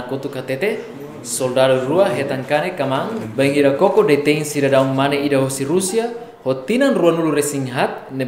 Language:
Tetum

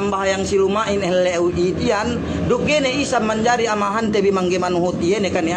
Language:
Yakan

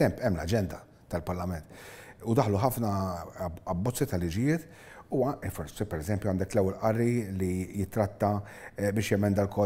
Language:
Maltese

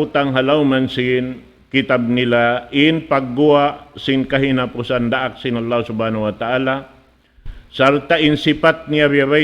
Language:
Tausug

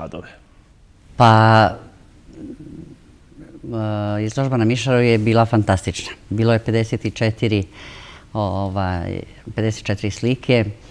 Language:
Serbian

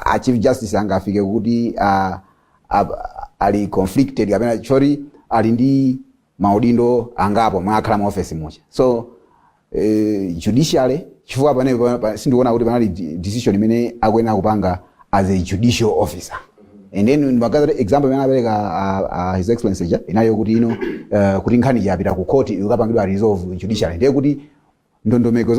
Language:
Nyanja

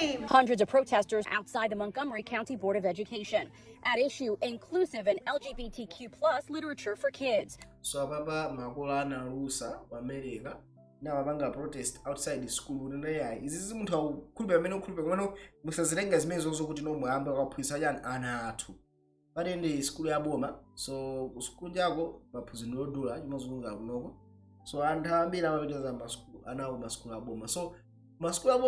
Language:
Nyanja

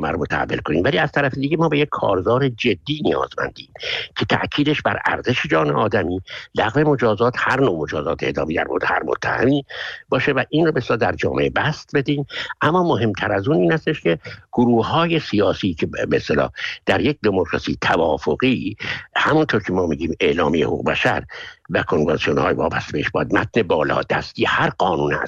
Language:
Persian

